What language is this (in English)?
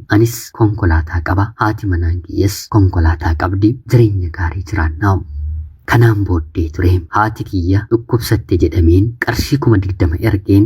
Oromo